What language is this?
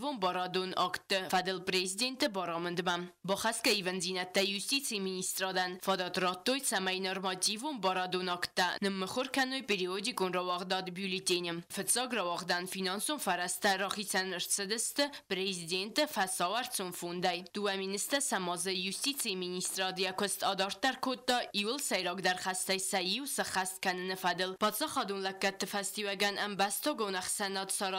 Ossetic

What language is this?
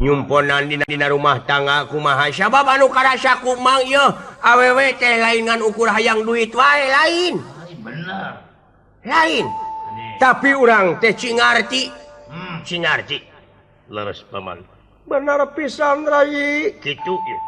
Sundanese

